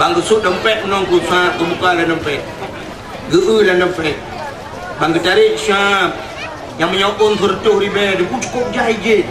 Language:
Achinese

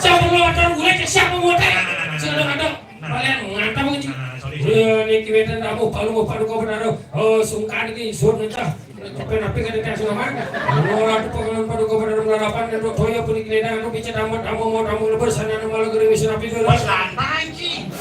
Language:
Balinese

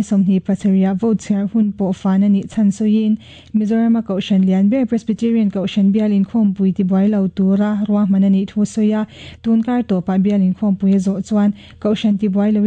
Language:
Mizo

